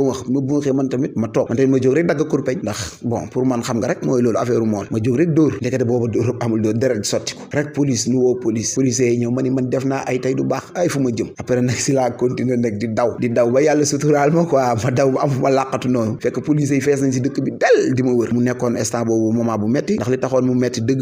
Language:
Wolof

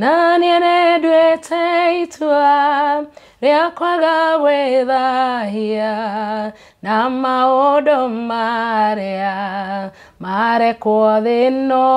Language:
Kikuyu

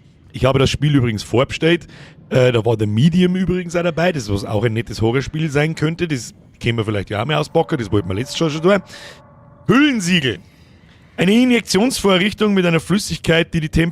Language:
Bavarian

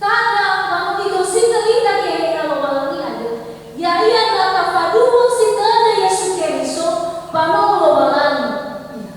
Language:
Nias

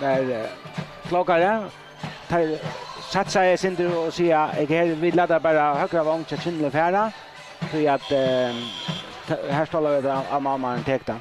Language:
Faroese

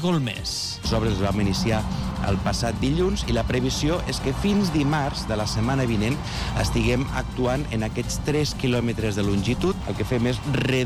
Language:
Catalan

